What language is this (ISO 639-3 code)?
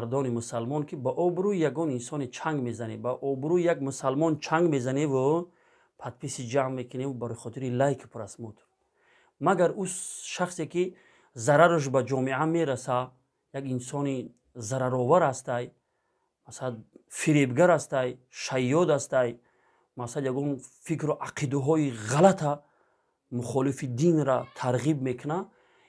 tgk